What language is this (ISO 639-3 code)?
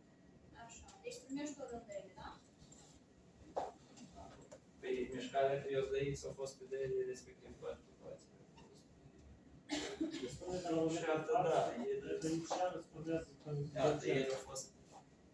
ron